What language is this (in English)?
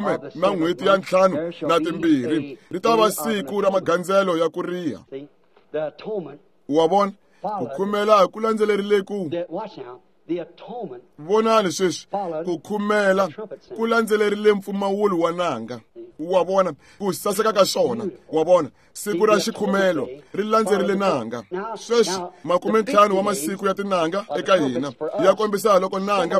Tsonga